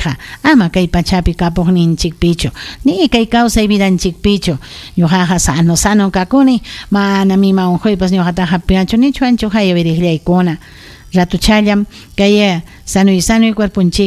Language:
Ayacucho Quechua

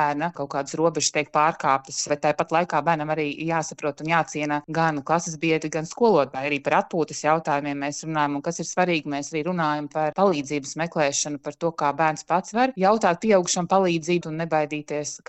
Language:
Latvian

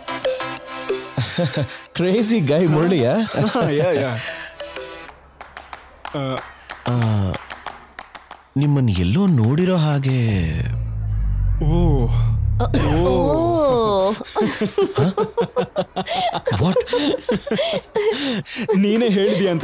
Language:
Kannada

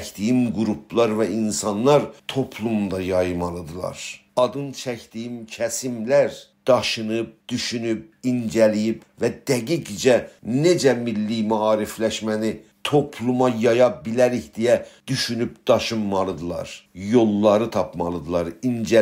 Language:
South Azerbaijani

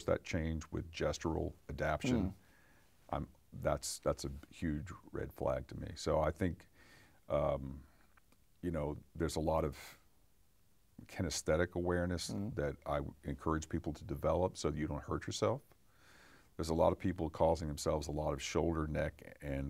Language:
English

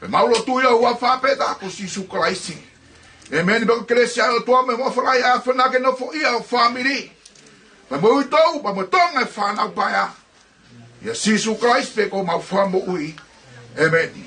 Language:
Tongan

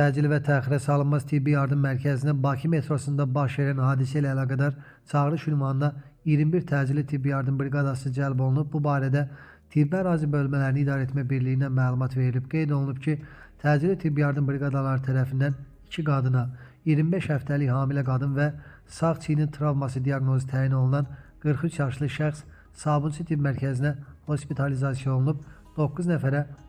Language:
Azerbaijani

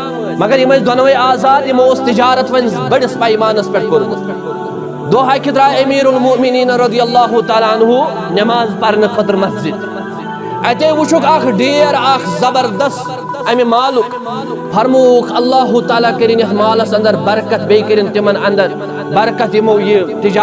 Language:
Kashmiri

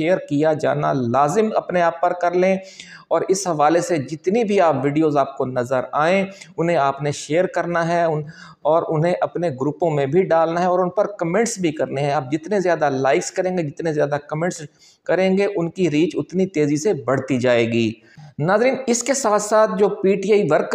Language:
Urdu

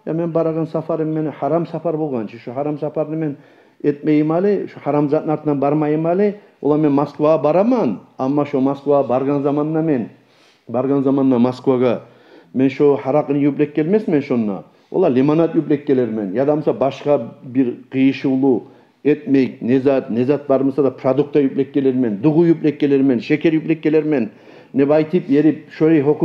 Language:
Kumyk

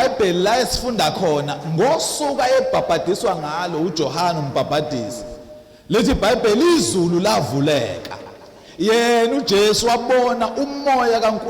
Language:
Zulu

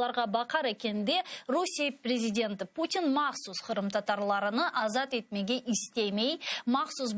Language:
Crimean Tatar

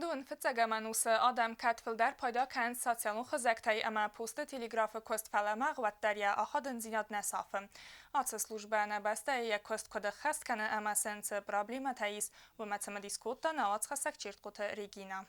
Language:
Ossetic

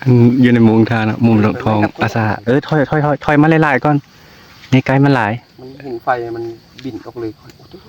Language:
Northeastern Thai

